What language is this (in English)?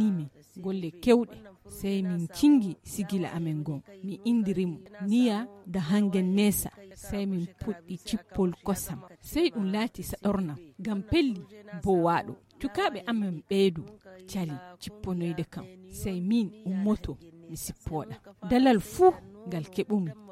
Fula